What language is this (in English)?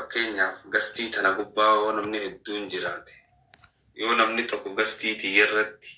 Oromo